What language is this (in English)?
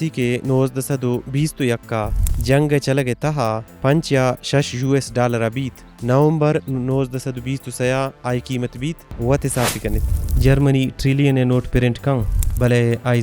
Baluchi